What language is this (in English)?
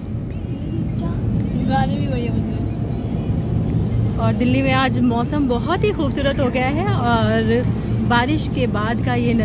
Hindi